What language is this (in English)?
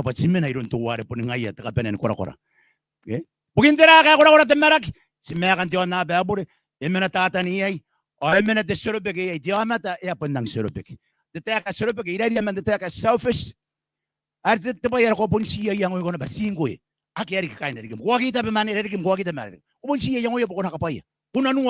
Gilbertese